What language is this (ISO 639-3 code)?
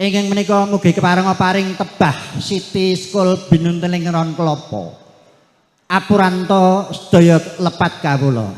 jav